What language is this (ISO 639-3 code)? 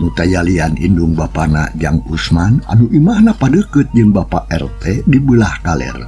sun